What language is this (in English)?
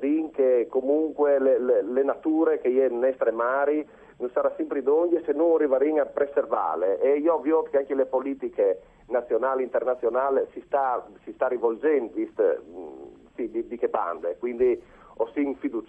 Friulian